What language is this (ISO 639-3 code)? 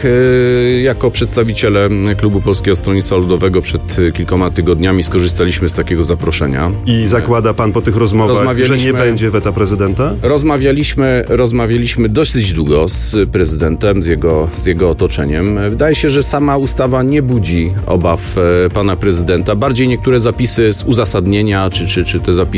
pol